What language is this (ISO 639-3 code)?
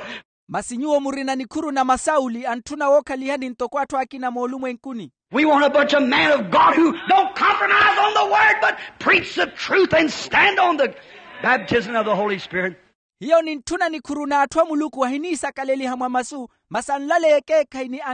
vmw